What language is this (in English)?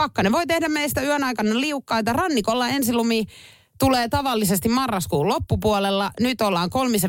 Finnish